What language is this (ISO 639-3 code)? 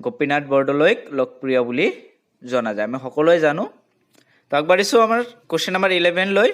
asm